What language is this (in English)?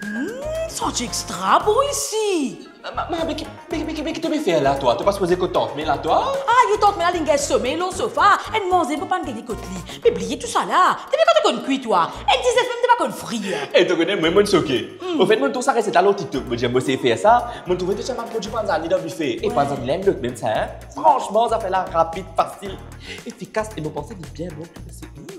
Morisyen